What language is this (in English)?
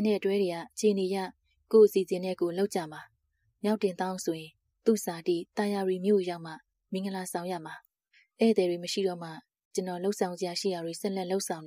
Burmese